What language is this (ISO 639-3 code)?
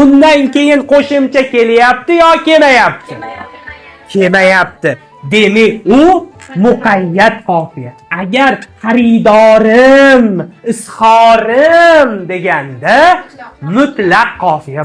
uzb